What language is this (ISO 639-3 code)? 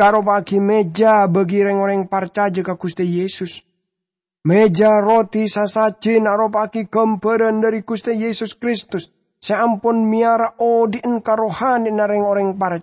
mad